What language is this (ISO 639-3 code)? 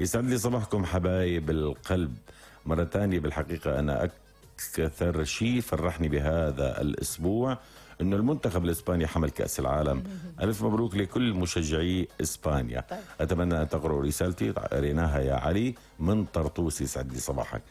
apc